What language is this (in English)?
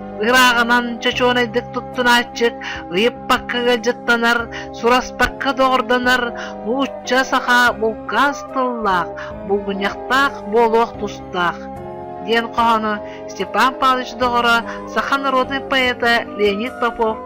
Yakut